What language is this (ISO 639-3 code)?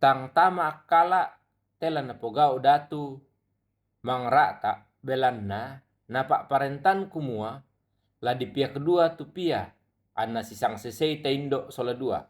sda